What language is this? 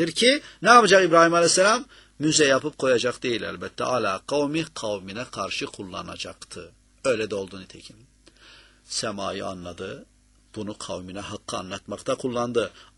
Turkish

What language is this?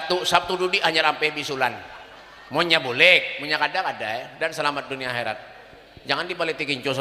Banjar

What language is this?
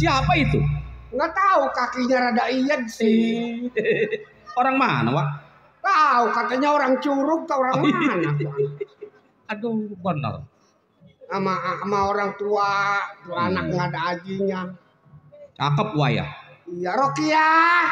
Betawi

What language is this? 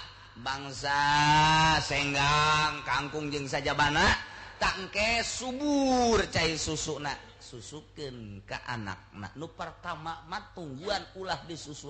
Sundanese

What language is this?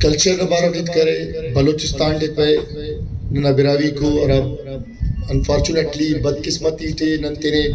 Brahui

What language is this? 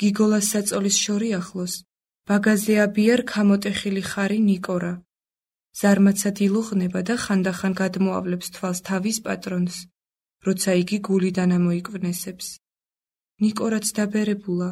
Georgian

